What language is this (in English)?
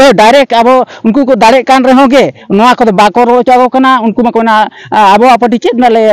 Santali